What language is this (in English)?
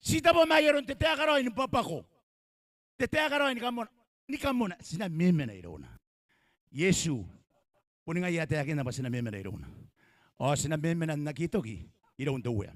Gilbertese